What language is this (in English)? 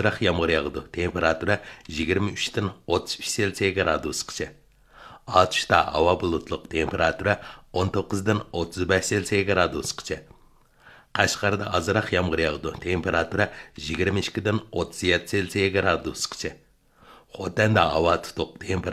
Uyghur